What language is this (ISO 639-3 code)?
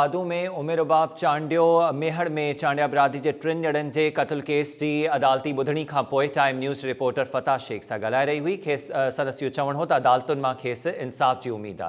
snd